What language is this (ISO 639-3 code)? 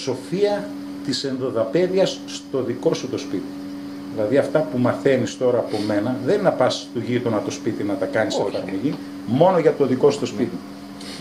ell